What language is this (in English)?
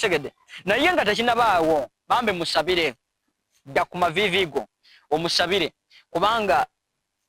Ganda